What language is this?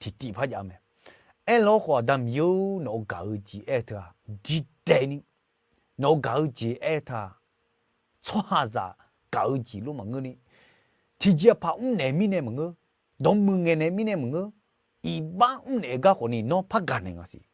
Akha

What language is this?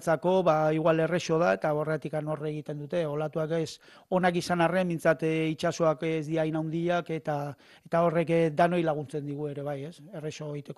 Basque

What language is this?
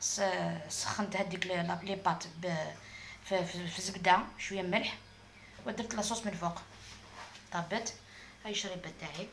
Algerian Arabic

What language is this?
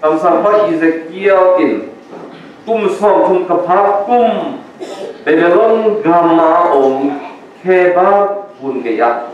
Tedim Chin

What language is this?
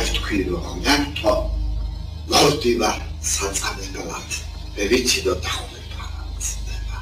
Georgian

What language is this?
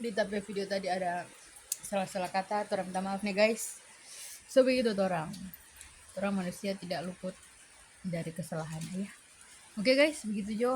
Manado Malay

